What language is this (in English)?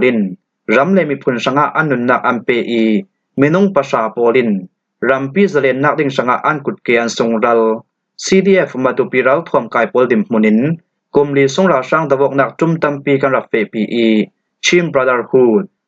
Falam Chin